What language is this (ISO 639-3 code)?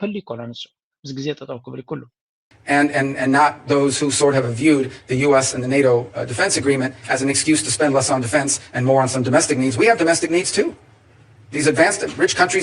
tir